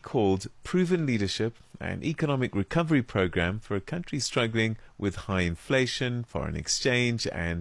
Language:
English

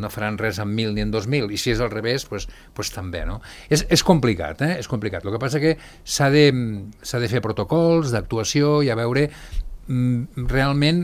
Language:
Catalan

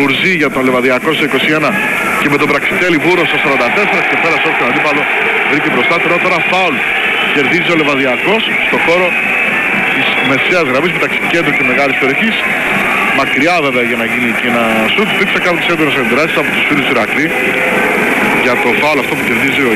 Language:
Greek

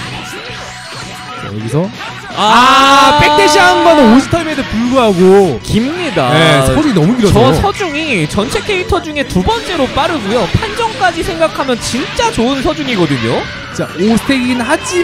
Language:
Korean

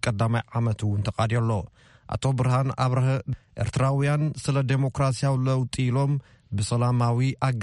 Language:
Tigrinya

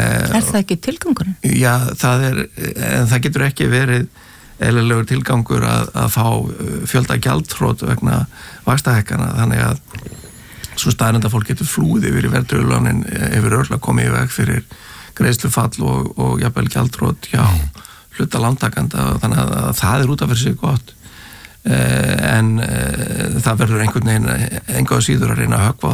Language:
Icelandic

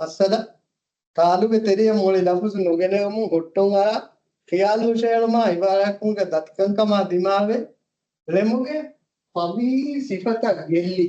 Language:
Divehi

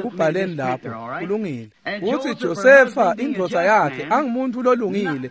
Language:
Swati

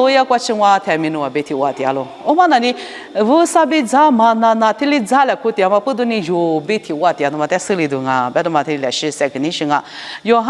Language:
Lisu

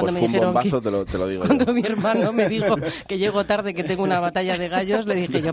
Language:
Spanish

